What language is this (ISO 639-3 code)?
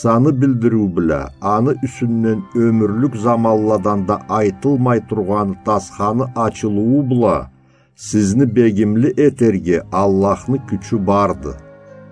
krc